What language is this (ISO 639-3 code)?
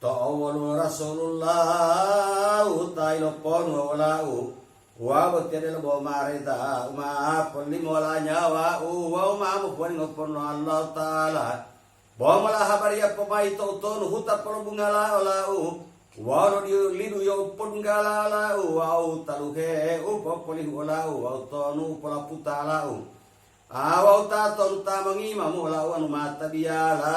gor